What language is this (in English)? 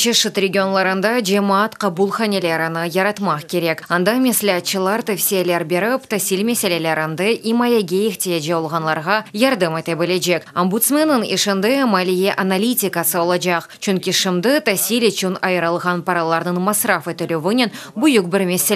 Crimean Tatar